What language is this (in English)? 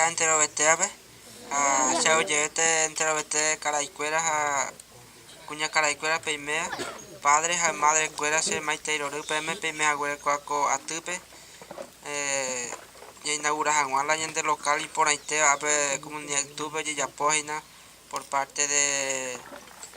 Guarani